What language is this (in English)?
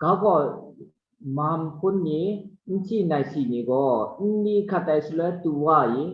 Kachin